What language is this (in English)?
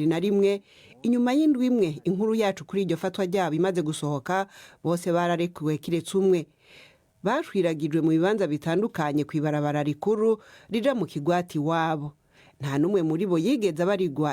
Rundi